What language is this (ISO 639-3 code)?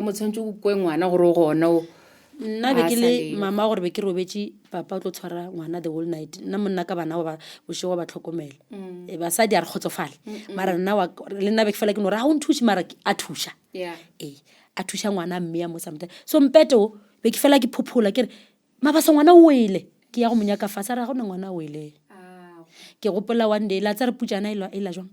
nso